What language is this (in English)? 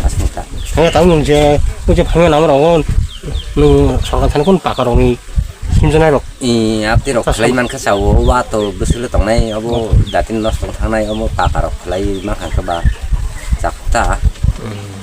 Kok Borok